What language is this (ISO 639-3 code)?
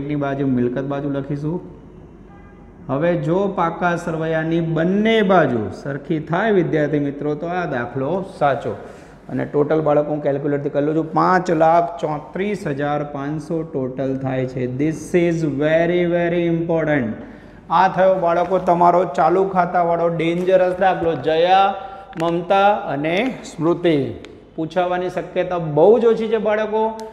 guj